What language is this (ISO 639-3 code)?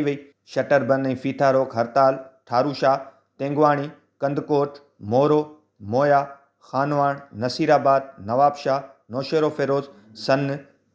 snd